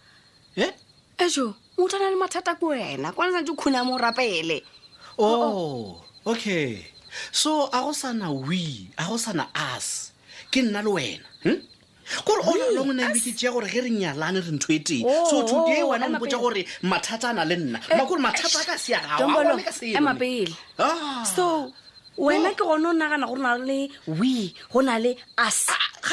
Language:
Northern Sotho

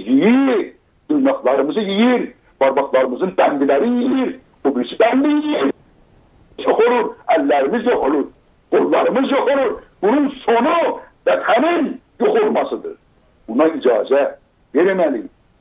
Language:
South Azerbaijani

